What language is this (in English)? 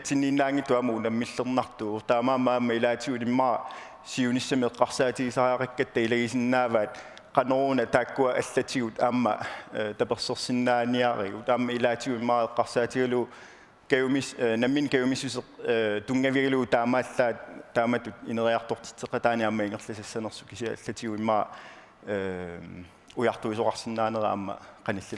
Kalaallisut